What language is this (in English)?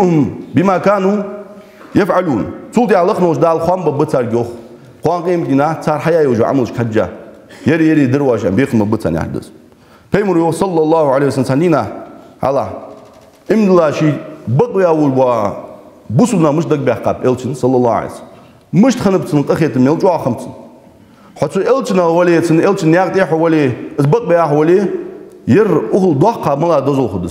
Ingush